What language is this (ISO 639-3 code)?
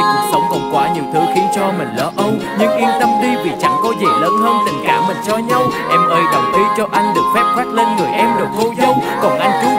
vie